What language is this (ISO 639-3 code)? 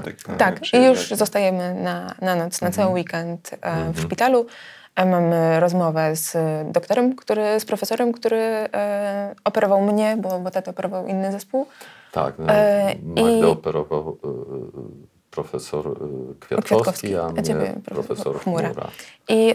pol